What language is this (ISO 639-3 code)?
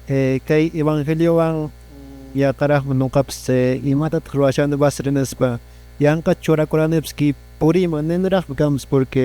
que